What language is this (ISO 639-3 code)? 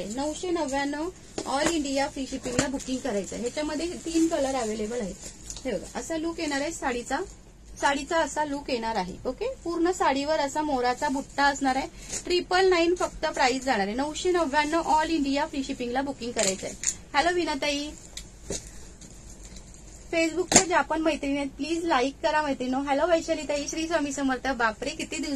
mar